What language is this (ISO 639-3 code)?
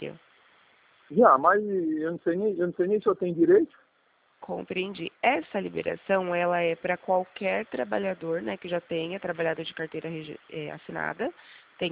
por